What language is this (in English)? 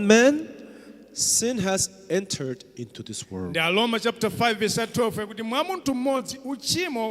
Nyanja